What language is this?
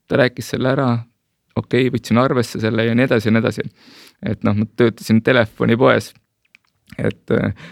Estonian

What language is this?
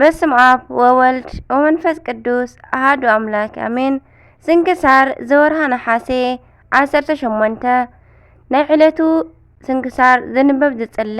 Tigrinya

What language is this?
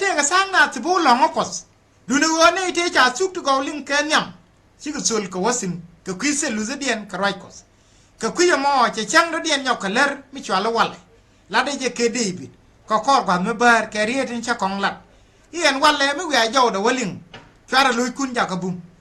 Nuer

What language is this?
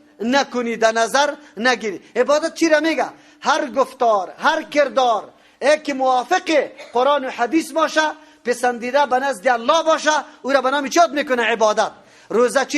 Persian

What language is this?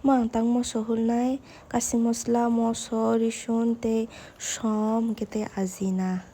Kok Borok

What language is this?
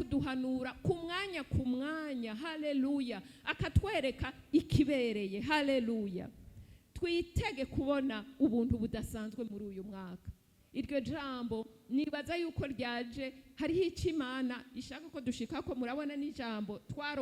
Rundi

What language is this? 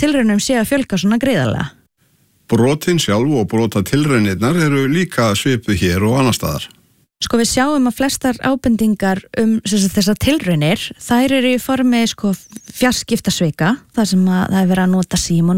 Icelandic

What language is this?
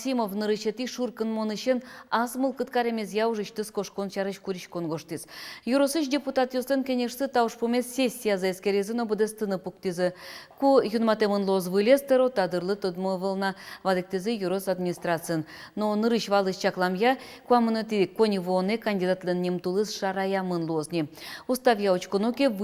Udmurt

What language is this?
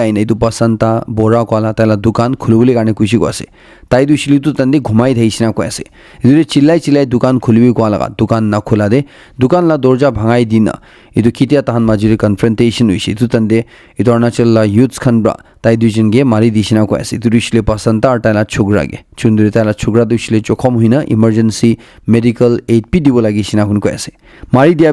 Naga Pidgin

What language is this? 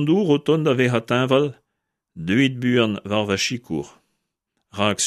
Breton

